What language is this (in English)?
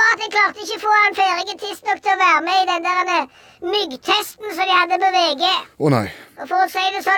Norwegian